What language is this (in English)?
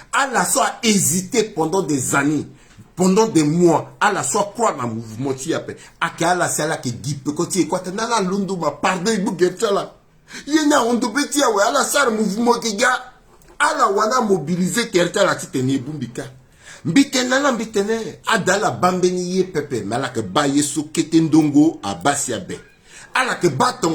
Sango